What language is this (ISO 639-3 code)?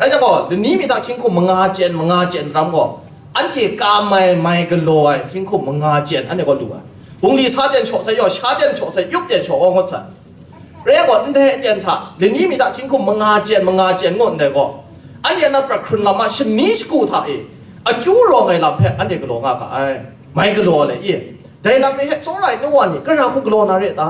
kac